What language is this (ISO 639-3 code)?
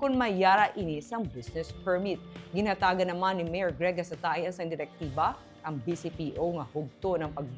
hil